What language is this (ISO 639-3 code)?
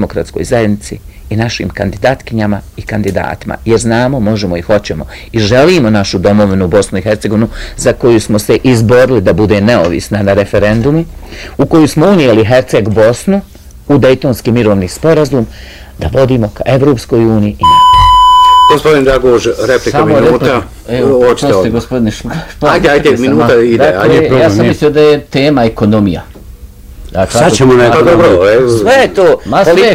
bos